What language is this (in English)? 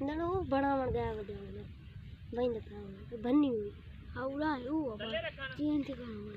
Saraiki